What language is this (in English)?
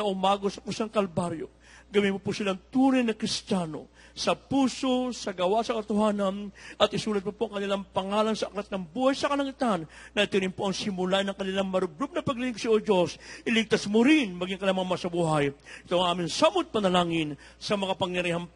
Filipino